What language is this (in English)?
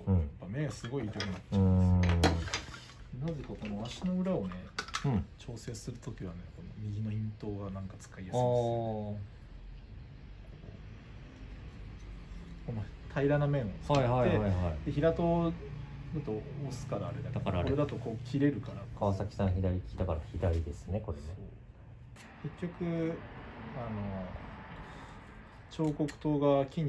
Japanese